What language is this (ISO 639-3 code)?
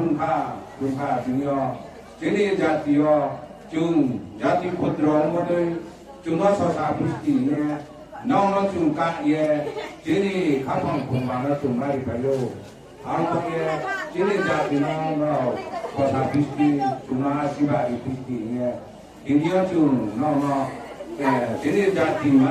ria